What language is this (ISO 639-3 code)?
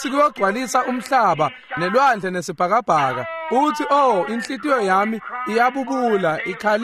ssw